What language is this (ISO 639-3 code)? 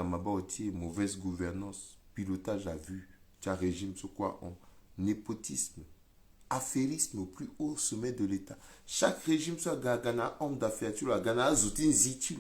sag